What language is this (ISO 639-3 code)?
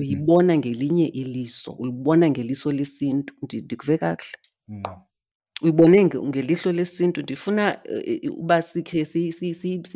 xho